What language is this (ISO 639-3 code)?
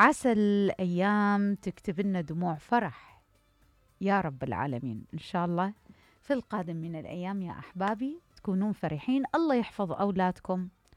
acm